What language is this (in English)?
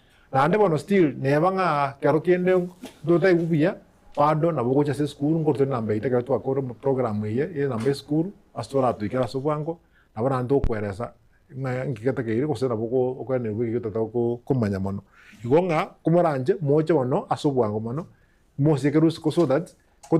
Gusii